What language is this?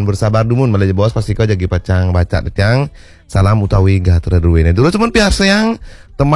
Balinese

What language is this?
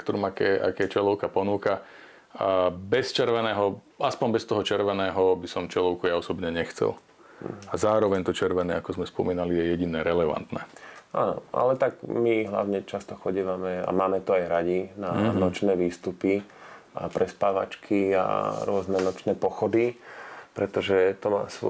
Slovak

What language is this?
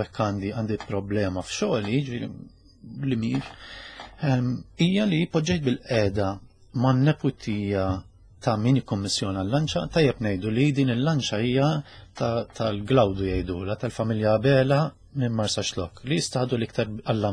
Maltese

